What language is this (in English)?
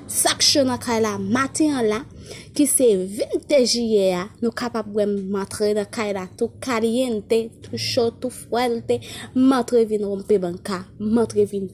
Haitian Creole